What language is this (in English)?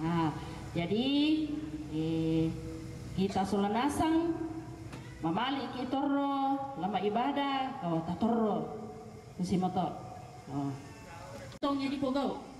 Toraja-Sa'dan